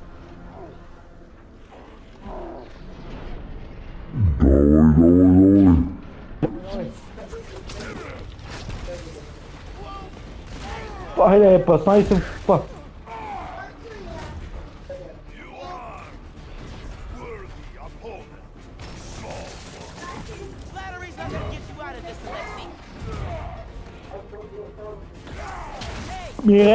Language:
Bulgarian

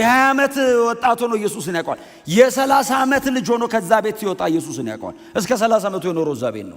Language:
Amharic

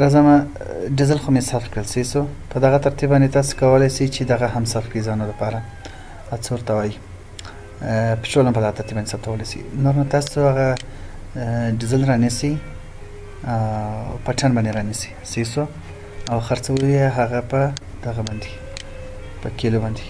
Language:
Pashto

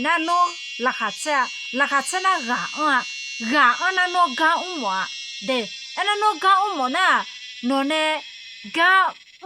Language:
Akha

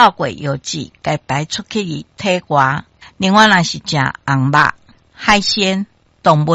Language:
Min Nan Chinese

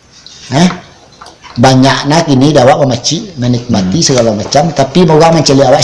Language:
Minangkabau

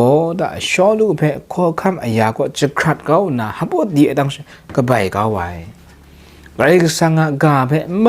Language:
Kachin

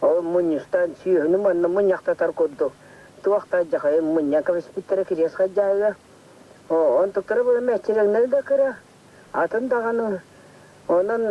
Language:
Yakut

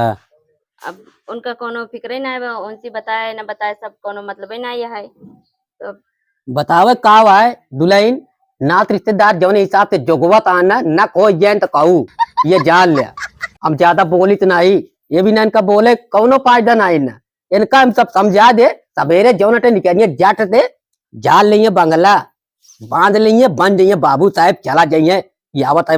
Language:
Awadhi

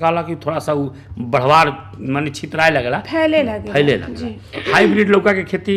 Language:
Bhojpuri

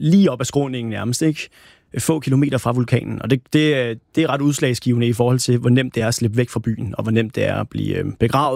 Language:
Danish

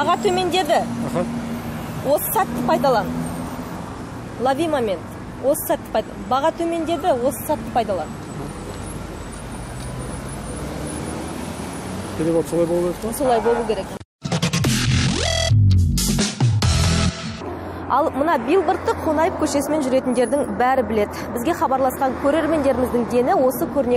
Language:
Kazakh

